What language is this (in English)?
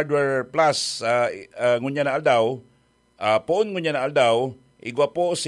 Bikol